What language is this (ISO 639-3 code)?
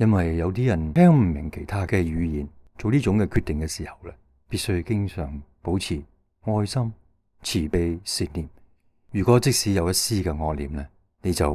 yue